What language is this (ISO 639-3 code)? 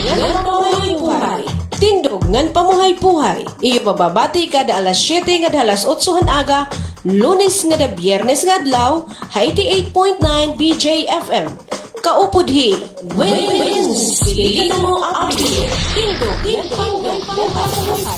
war